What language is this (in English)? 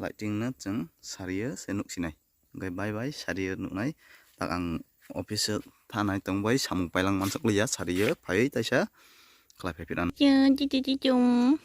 Kok Borok